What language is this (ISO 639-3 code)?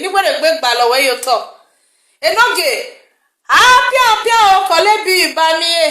pcm